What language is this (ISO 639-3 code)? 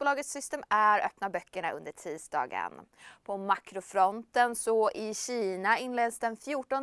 swe